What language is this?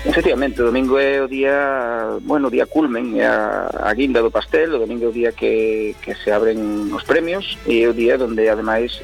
Galician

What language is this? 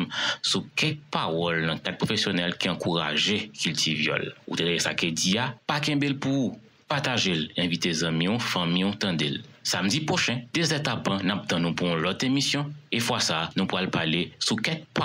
Haitian Creole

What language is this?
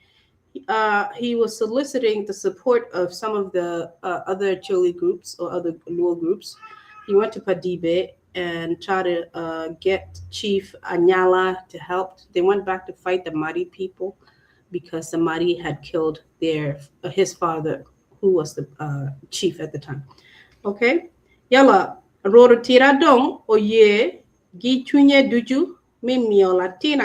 Acoli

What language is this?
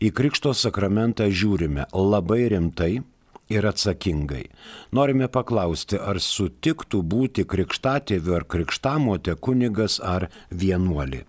Lithuanian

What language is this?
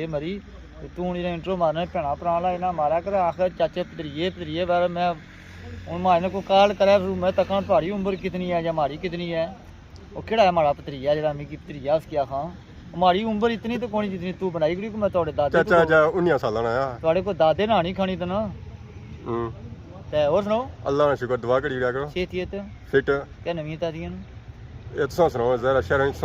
Pahari-Potwari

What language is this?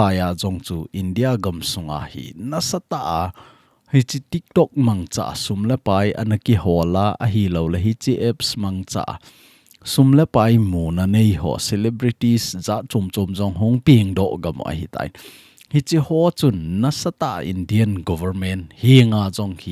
Thado Chin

